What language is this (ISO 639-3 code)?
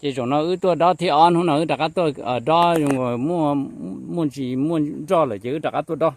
hmn